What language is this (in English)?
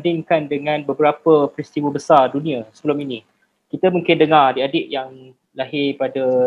Malay